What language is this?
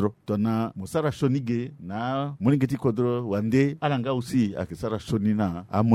Sango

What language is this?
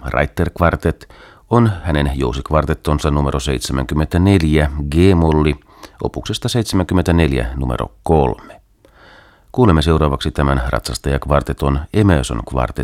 Finnish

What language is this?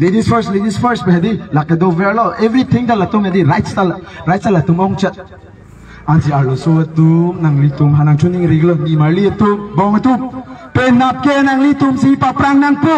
Karbi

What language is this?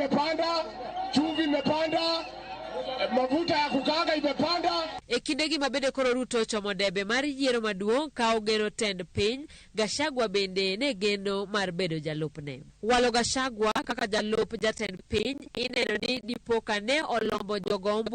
Luo (Kenya and Tanzania)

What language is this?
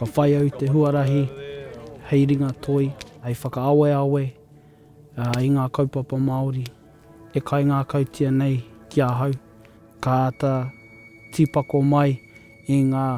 Māori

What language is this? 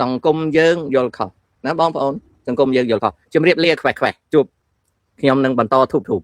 Khmer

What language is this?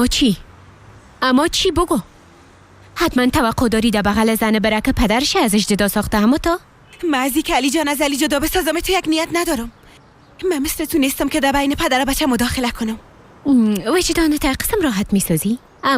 Persian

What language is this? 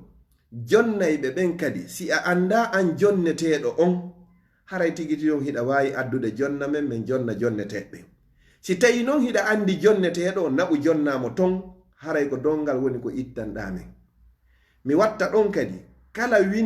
Fula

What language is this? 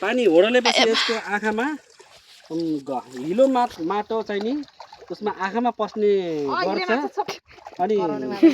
Nepali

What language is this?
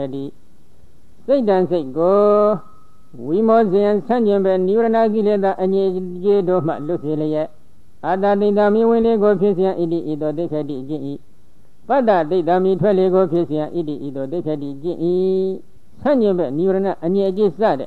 Burmese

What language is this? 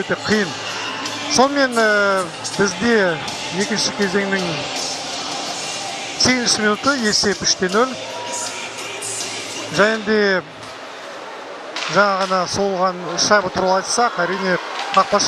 Kazakh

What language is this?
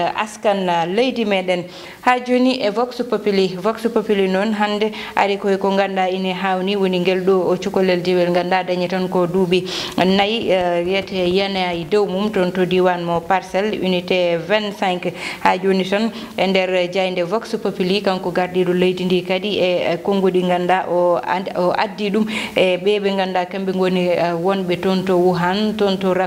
Fula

